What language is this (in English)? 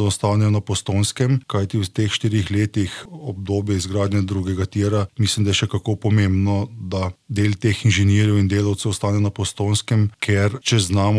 Slovenian